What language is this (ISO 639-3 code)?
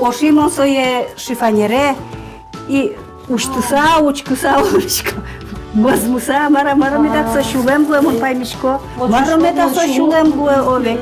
udm